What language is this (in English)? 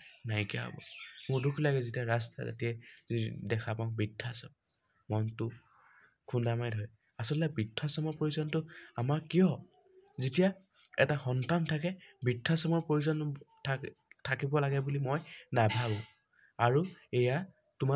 Assamese